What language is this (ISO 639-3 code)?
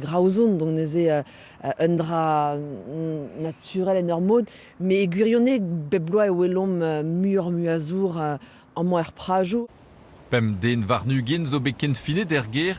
bre